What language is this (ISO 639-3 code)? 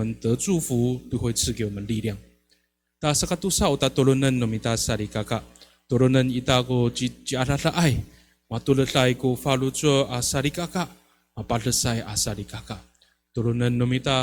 ami